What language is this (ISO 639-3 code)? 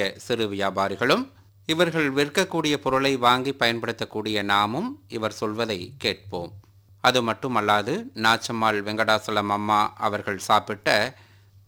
tam